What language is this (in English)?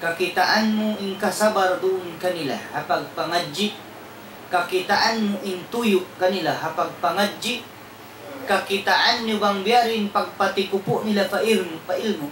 Tausug